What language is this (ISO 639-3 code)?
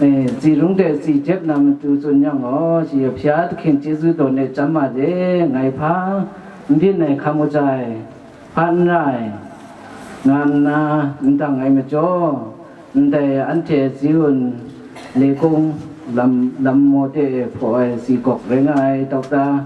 kac